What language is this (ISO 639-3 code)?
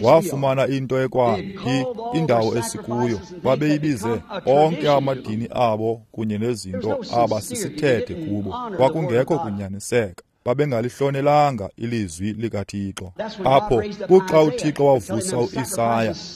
xho